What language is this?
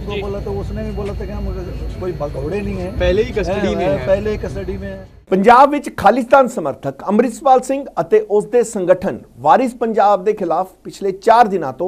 Punjabi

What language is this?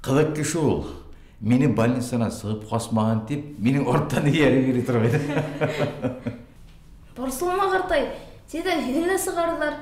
Bashkir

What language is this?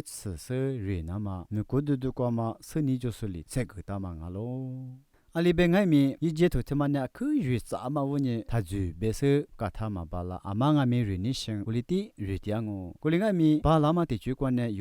Lisu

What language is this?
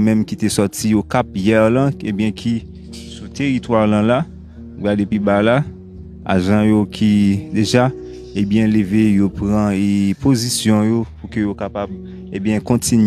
Haitian Creole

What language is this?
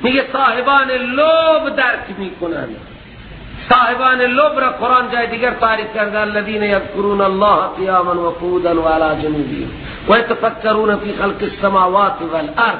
Persian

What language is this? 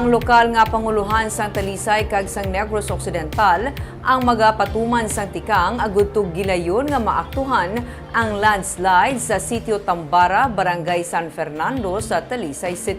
Hiligaynon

